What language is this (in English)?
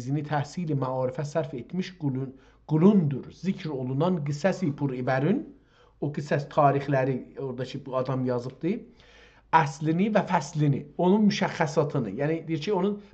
South Azerbaijani